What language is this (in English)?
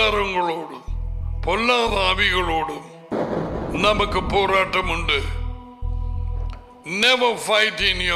Tamil